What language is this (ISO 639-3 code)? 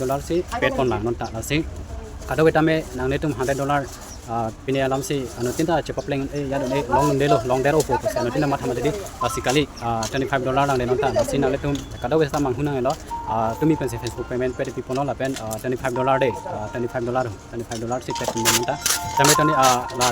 mjw